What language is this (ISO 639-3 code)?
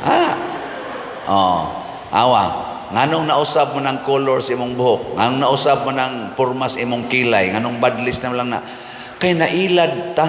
ceb